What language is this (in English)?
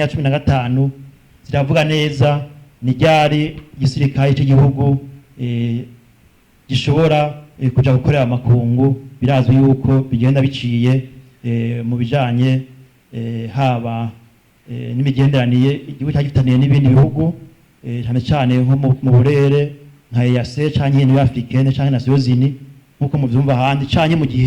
Rundi